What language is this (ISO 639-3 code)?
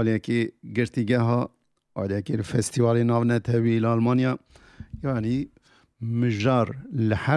kur